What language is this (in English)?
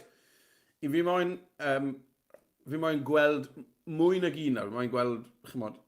Welsh